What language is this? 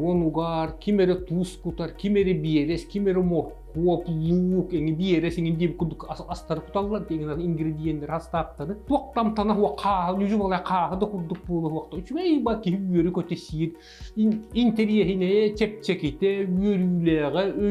Yakut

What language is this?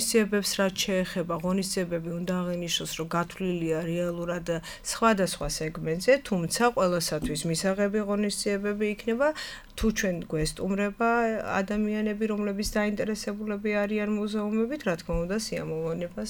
Georgian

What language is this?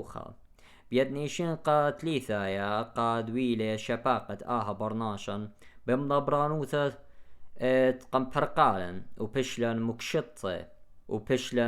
Assyrian Neo-Aramaic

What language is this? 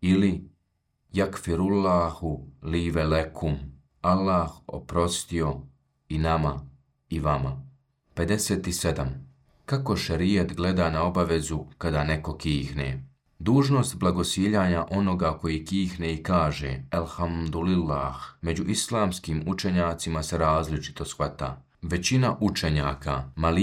Bosnian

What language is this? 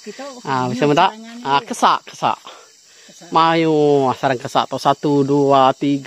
Iban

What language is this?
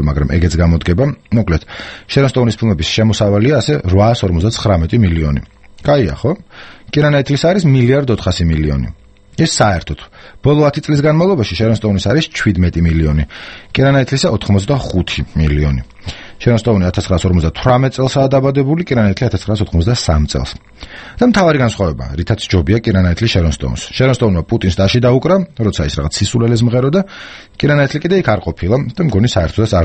Georgian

